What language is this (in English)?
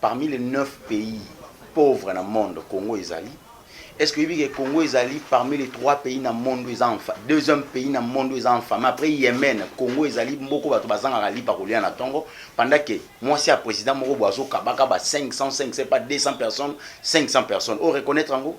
Lingala